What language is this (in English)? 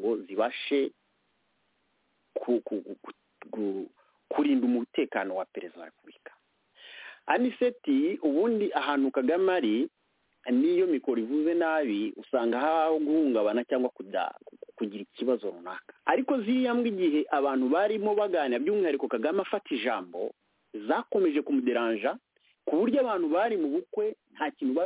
Kinyarwanda